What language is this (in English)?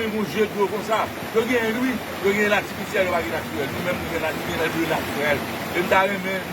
Haitian Creole